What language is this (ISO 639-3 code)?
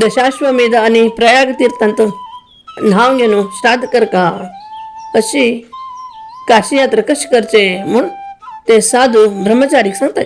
kok